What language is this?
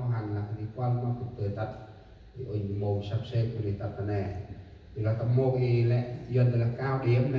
Central Mnong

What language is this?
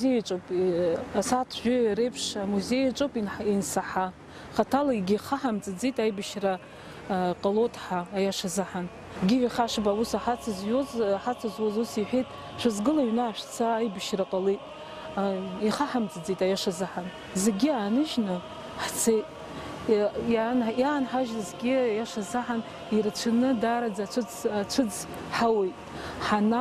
Abkhazian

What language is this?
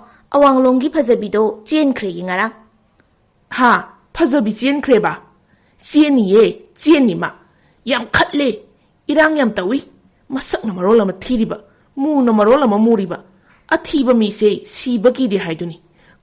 Manipuri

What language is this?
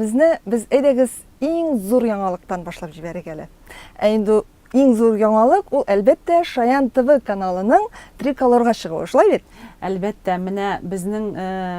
Tatar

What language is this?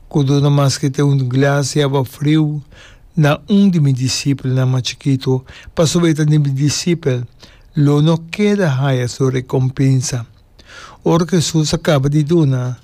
Papiamento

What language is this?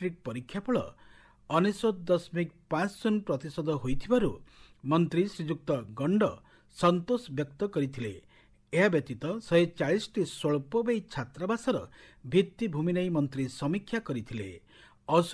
Odia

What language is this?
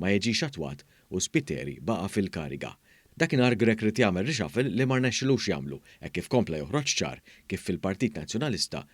Maltese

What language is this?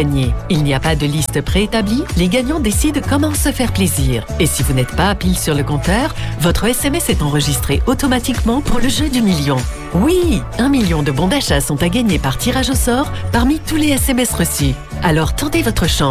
French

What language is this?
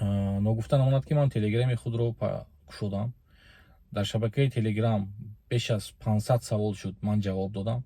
Tajik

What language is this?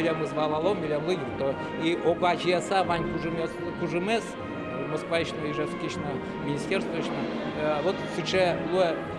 Udmurt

